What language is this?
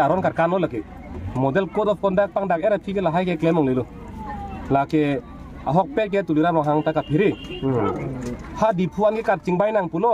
Karbi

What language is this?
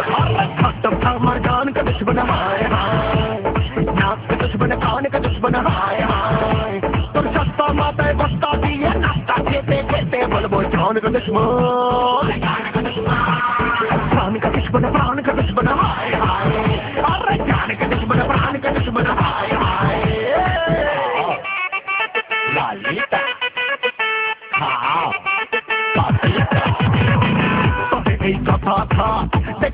Bangla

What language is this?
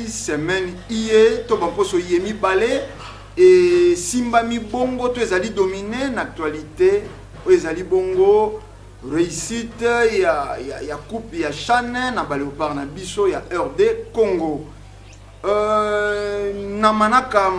Lingala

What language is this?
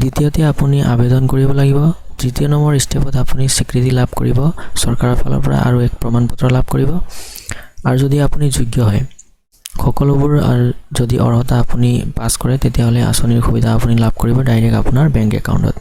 Assamese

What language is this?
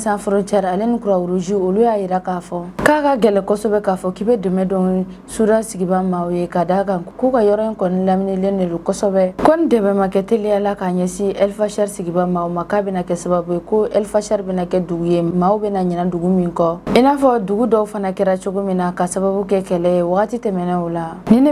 Bambara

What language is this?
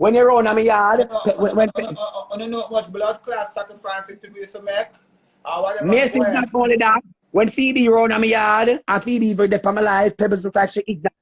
Jamaican Creole English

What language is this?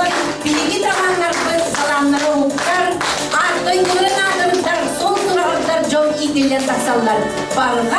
Yakut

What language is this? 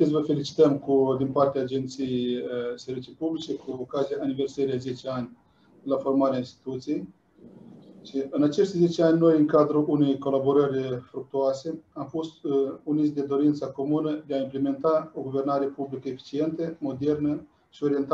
Romanian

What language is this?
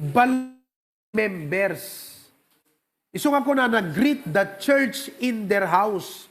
Iloko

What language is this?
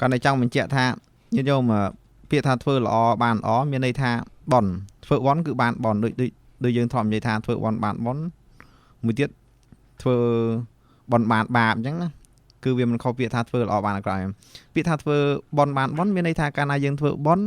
Khmer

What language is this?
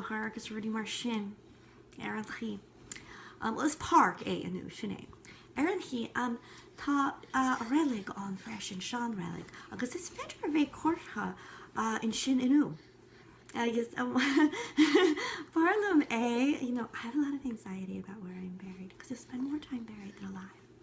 Irish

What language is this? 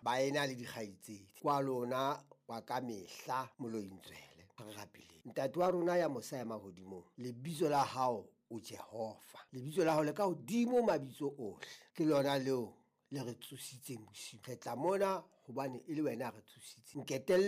Southern Sotho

